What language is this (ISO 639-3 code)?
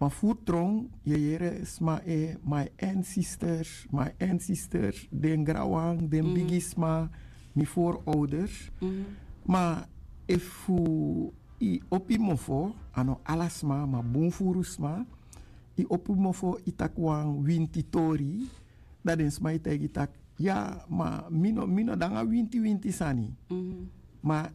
srn